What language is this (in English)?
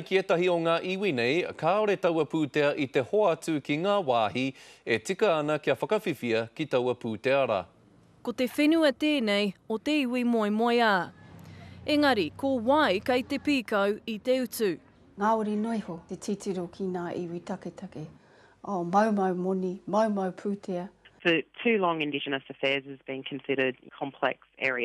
Māori